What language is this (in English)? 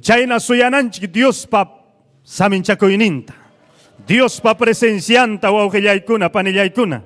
Ayacucho Quechua